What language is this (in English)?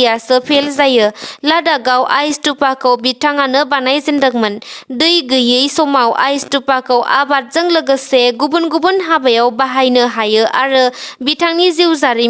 Bodo